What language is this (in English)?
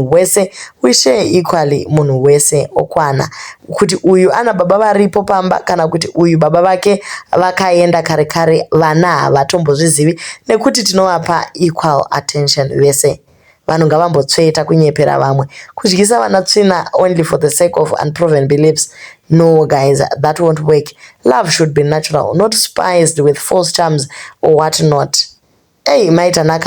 Shona